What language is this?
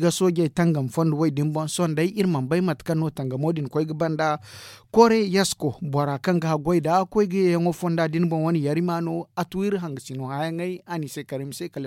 Zarma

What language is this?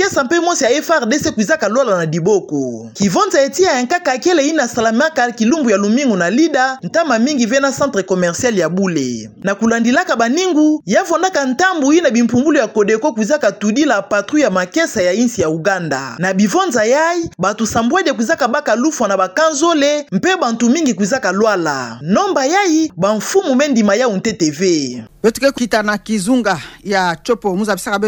Kituba (Democratic Republic of Congo)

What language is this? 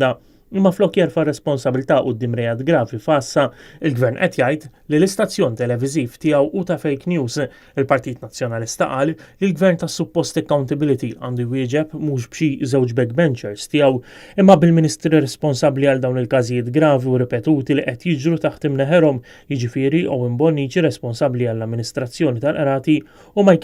Maltese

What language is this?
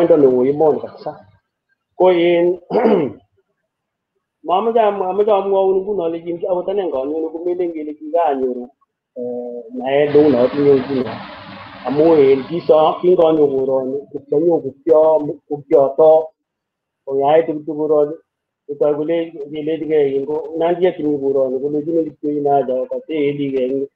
Kalenjin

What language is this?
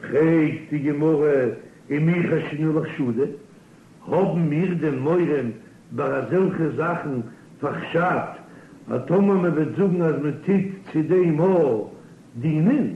Yiddish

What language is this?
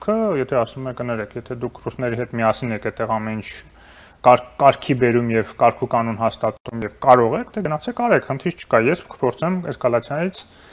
Armenian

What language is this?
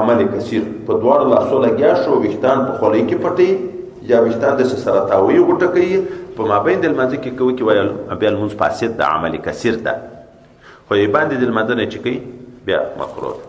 Pashto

